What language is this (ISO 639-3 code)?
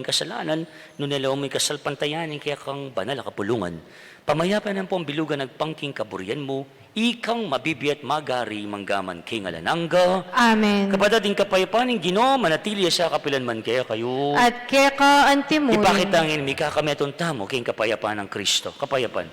pam